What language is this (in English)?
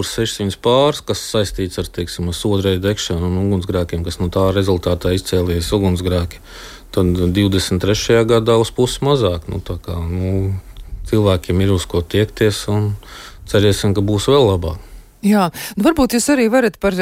Latvian